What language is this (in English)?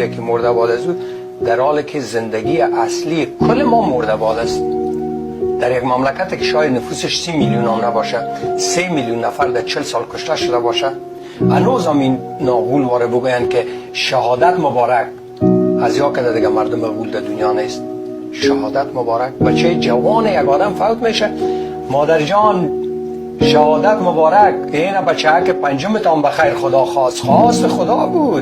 Persian